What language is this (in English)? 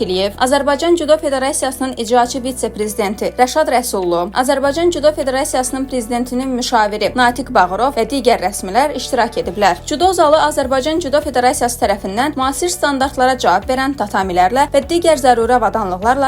Azerbaijani